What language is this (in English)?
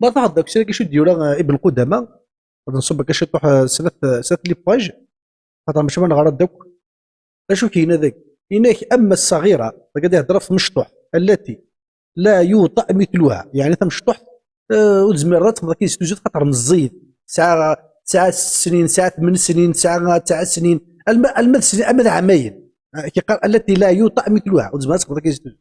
Kabyle